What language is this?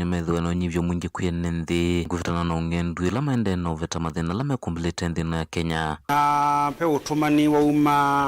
Kamba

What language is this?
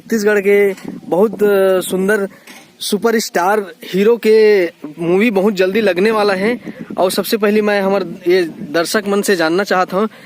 Chhattisgarhi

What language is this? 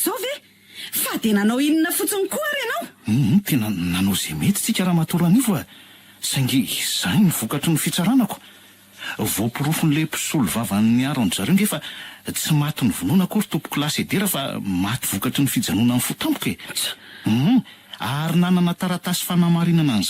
Malagasy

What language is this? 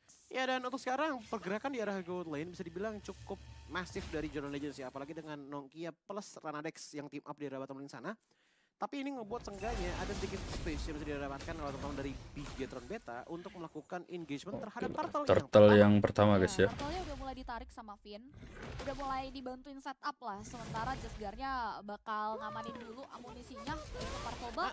Indonesian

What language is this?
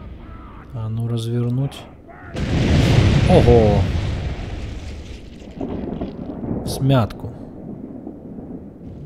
Russian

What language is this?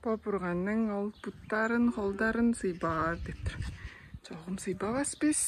Tuvinian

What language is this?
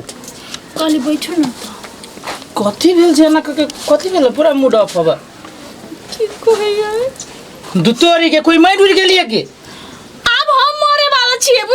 Maithili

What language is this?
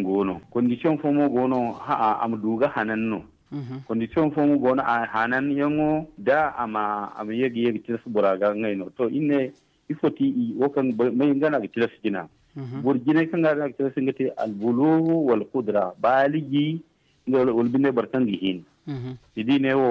Zarma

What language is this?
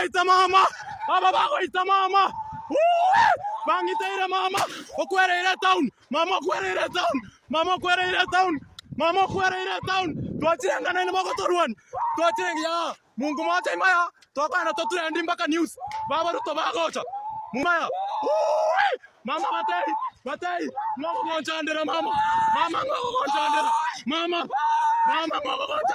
Gusii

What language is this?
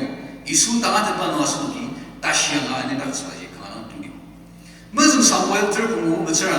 Ao Naga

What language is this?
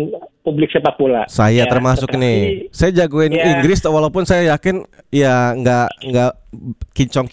Indonesian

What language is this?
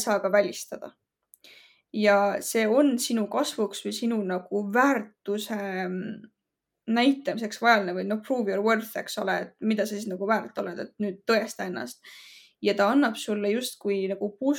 Estonian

